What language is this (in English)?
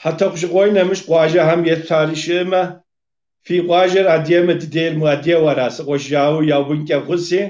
Kabardian